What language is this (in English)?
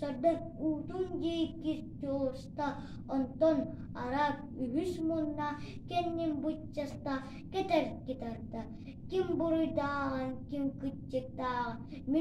Yakut